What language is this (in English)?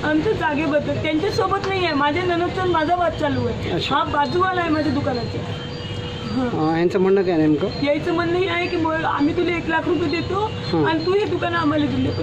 Marathi